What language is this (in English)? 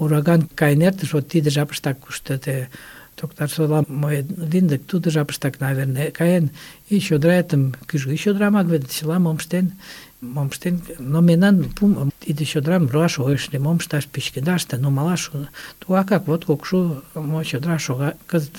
Mari